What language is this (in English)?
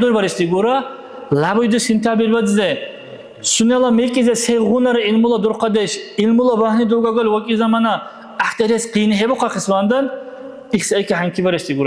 Dargwa